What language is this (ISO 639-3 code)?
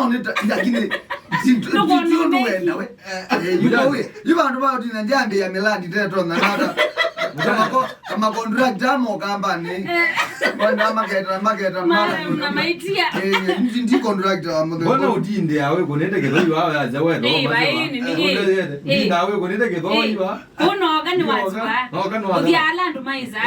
kam